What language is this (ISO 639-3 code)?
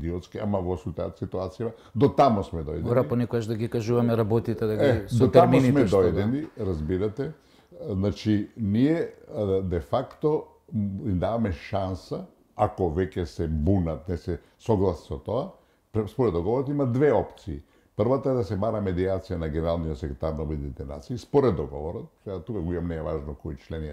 mkd